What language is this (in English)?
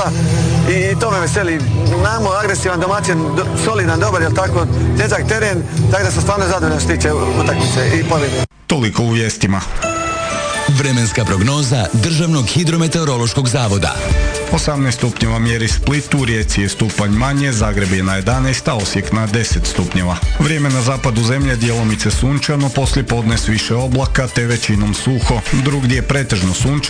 Croatian